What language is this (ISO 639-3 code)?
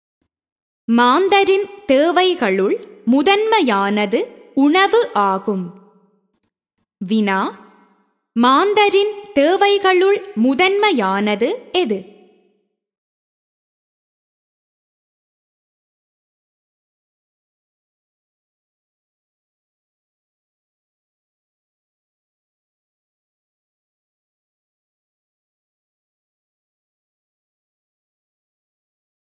tam